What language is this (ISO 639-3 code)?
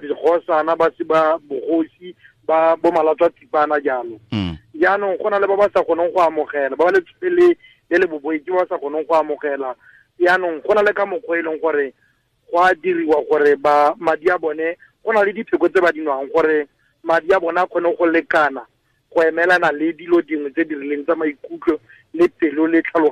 tsn